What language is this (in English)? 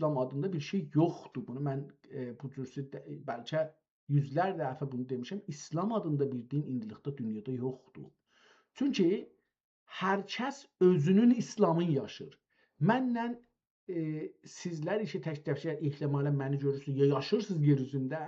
South Azerbaijani